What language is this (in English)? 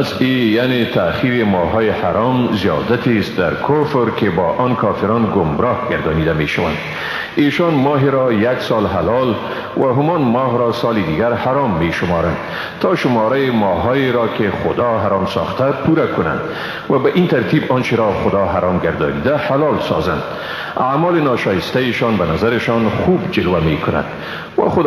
Persian